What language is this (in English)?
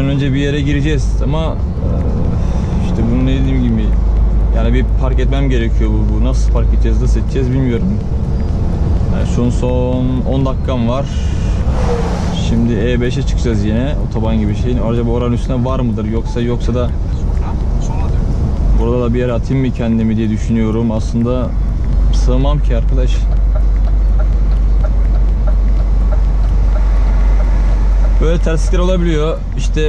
Turkish